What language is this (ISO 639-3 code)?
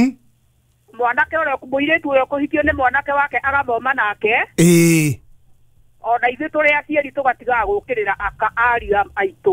kik